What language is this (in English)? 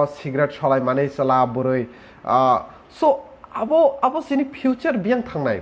Kok Borok